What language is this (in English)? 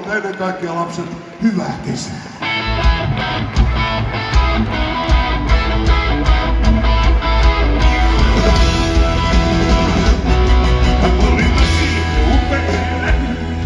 Finnish